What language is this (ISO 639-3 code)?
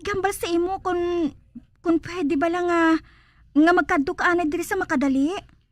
hil